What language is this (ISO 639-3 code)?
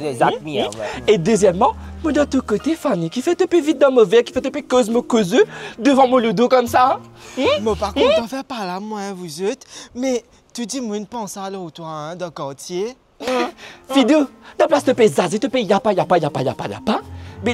mfe